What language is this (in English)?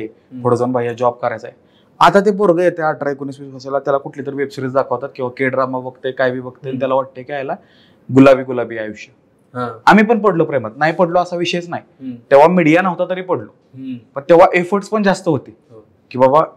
Marathi